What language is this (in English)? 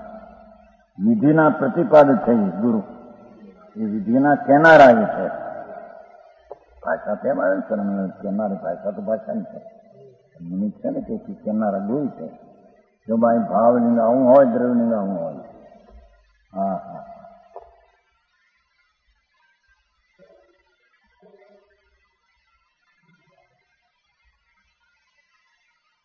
Gujarati